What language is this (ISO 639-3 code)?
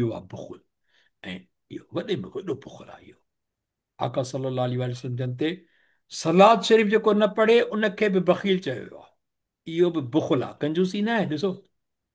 snd